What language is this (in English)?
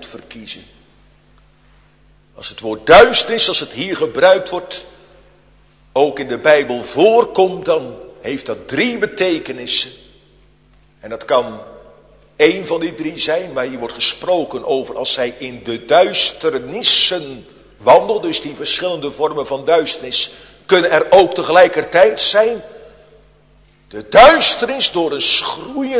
Dutch